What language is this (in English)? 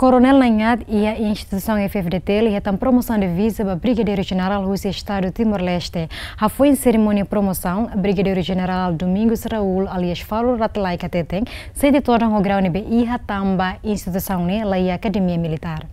Tetum